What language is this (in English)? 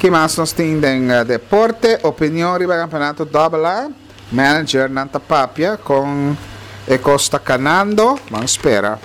Papiamento